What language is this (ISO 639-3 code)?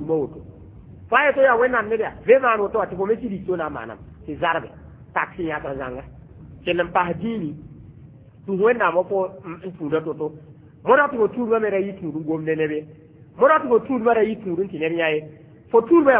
mos